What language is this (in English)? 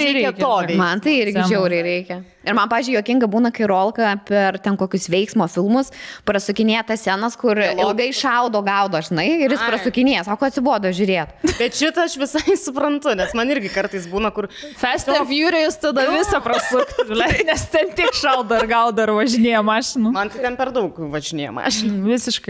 Lithuanian